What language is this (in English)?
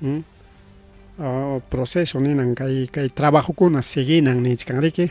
Ayacucho Quechua